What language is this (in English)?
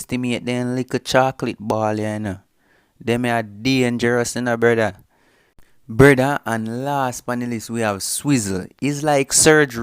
Jamaican Creole English